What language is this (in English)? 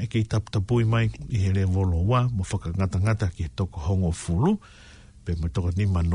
Tongan